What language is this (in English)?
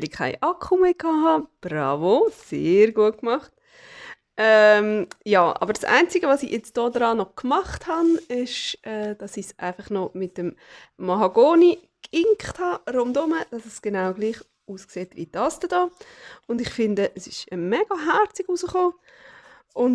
Swiss German